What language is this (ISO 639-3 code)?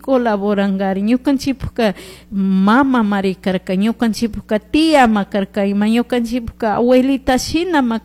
qug